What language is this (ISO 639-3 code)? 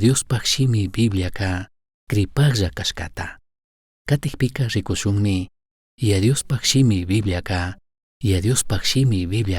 qug